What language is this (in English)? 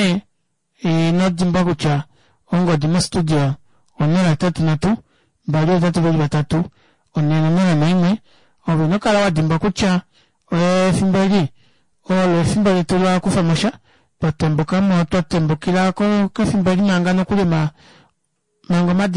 Kuanyama